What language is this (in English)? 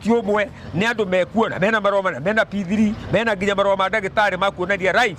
Kikuyu